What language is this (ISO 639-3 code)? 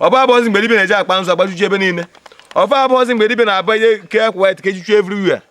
ibo